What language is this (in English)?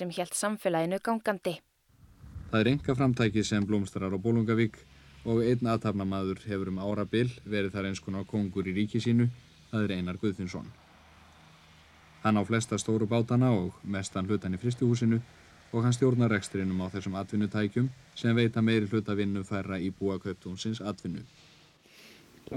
Icelandic